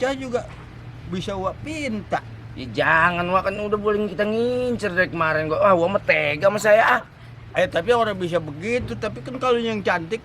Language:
Betawi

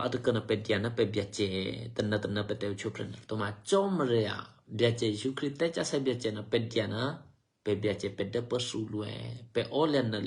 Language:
Eastern Kayah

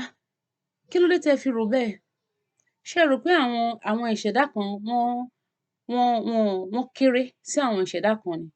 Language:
Yoruba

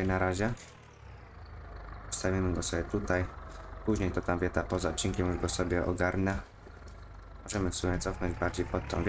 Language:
Polish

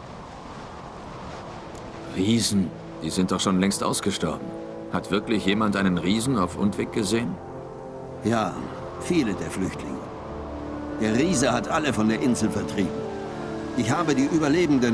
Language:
German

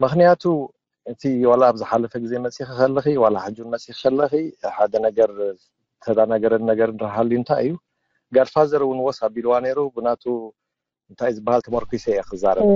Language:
Tigrinya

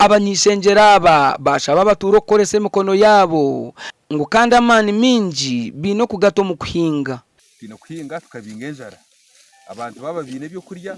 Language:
Nyankole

